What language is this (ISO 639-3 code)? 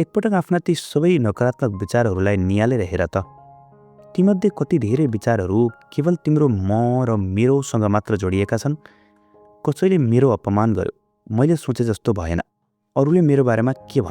nep